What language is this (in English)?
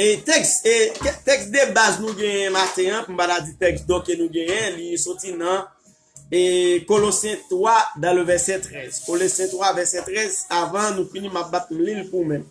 Haitian Creole